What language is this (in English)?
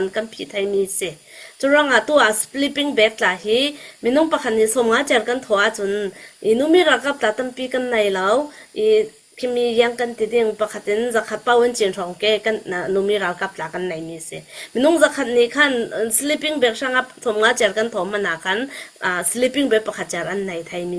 Falam Chin